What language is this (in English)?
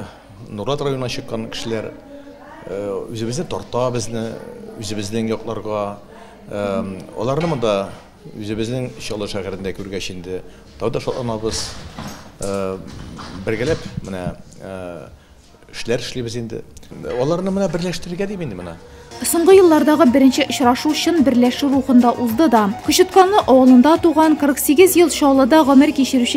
Tatar